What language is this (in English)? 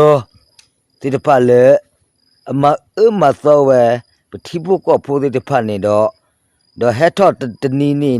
S'gaw Karen